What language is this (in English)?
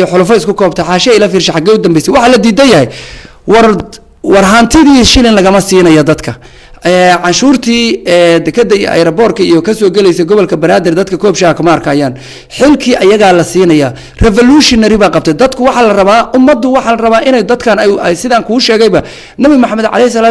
Somali